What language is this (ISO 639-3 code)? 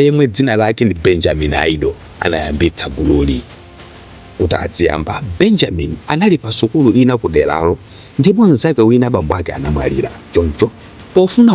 nya